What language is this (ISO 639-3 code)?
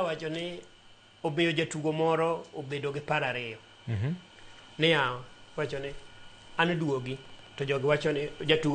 luo